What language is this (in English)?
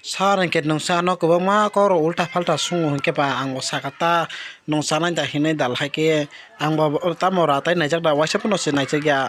Kok Borok